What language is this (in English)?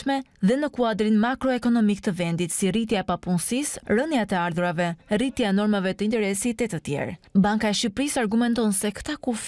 Albanian